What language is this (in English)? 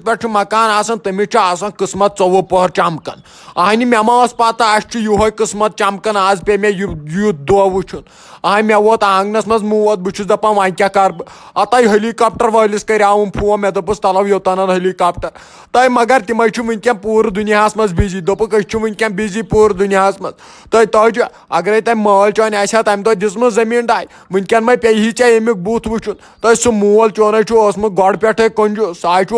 Kashmiri